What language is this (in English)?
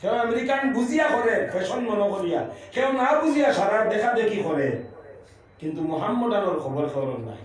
Sylheti